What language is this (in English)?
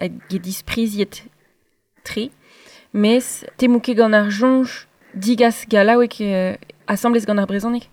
Breton